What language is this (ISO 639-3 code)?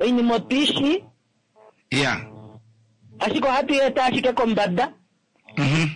kua